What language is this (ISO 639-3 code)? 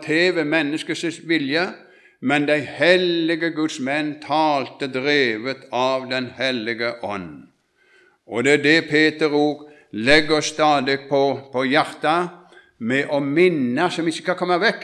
nor